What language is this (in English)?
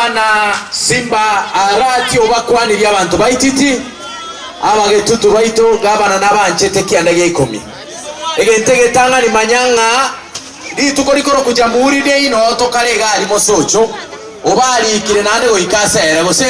Gusii